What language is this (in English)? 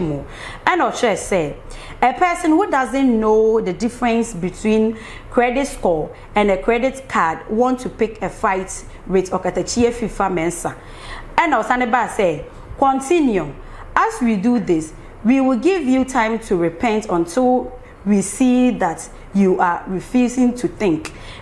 Akan